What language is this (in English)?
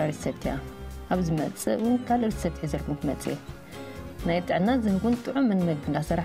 Tigrinya